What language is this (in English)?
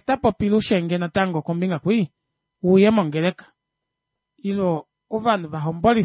Kuanyama